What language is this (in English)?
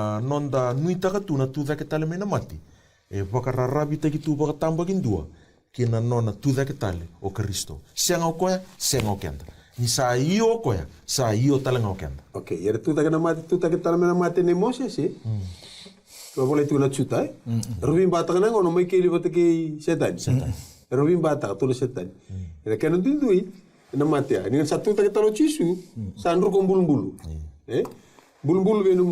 Fijian